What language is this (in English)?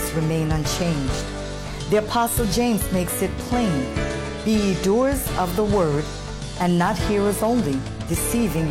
English